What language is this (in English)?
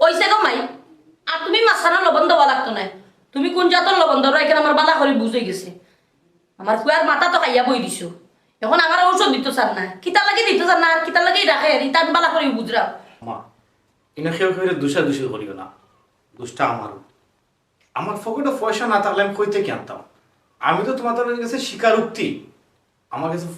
Sylheti